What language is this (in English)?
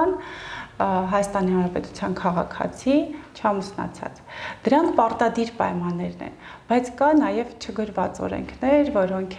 Armenian